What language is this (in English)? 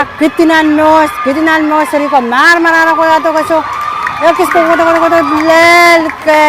Pohnpeian